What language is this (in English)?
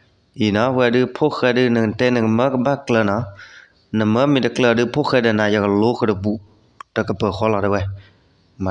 S'gaw Karen